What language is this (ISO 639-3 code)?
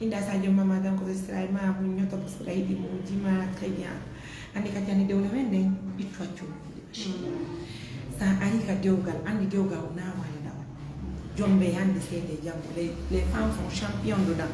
ful